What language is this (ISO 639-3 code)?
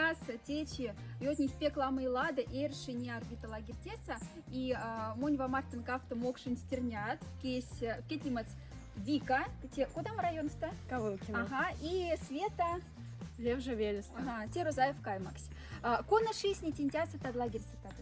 mdf